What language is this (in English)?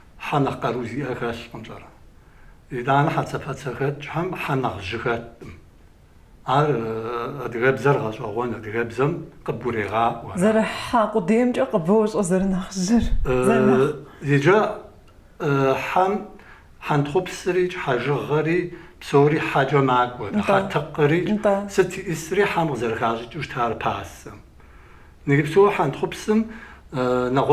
Kabardian